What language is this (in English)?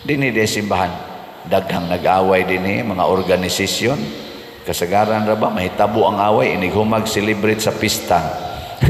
Cebuano